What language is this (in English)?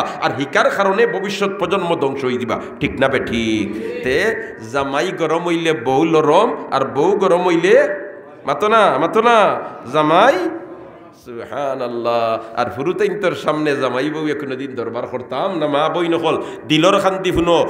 Sylheti